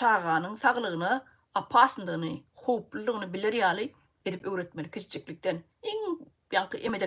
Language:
Turkmen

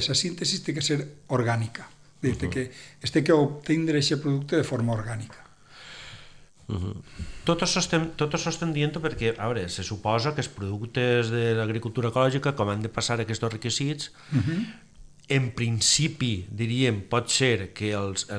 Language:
Catalan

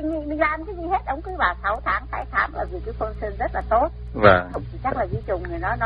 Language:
Vietnamese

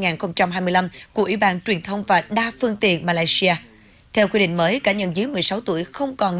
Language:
Vietnamese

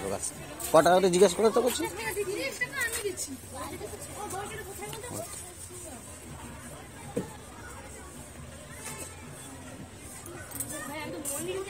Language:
Bangla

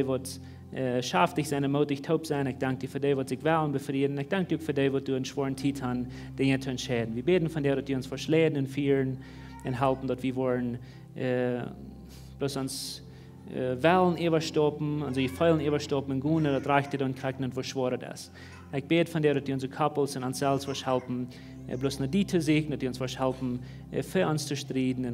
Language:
Plautdietsch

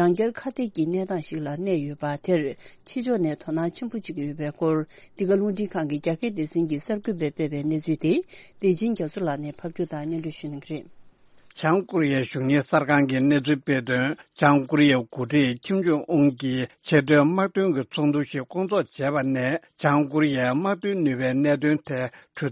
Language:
Tibetan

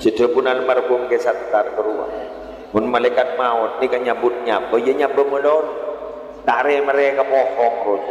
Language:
Madurese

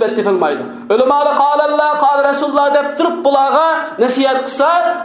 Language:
Uyghur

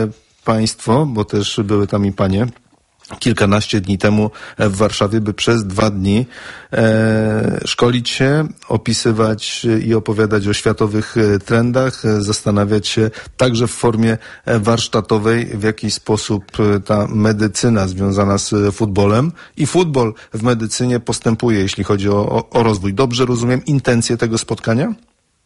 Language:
Polish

